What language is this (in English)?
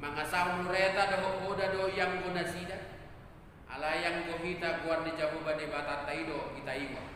Batak Toba